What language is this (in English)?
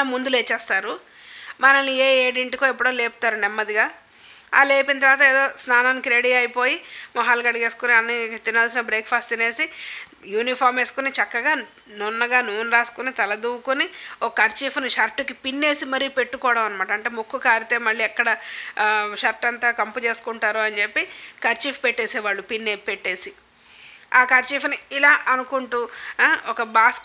Telugu